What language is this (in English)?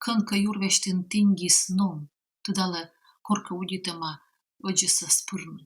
Komi